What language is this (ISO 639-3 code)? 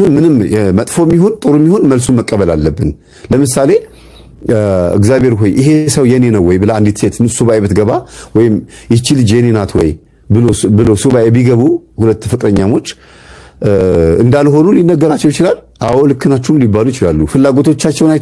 amh